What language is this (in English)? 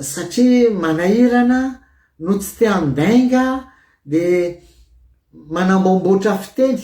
Malagasy